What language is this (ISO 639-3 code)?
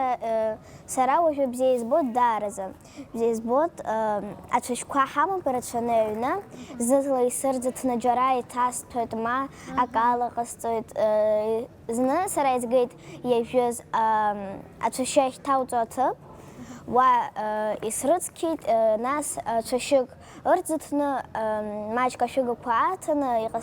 abk